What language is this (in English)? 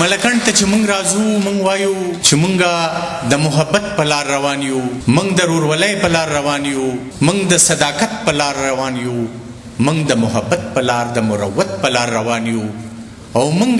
Pashto